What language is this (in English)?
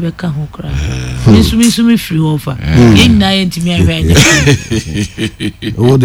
Akan